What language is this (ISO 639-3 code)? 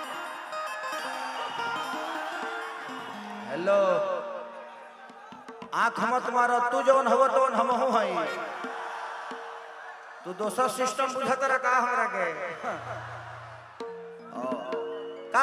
bho